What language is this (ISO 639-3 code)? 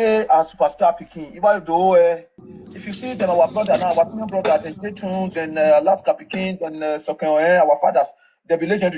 pcm